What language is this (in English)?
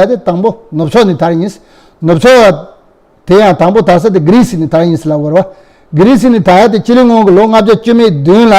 Tibetan